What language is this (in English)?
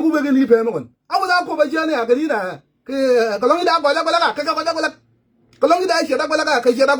Nuer